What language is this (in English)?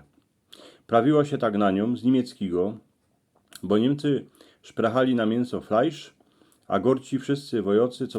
Silesian